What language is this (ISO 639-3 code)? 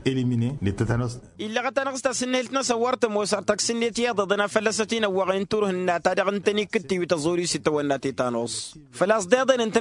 taq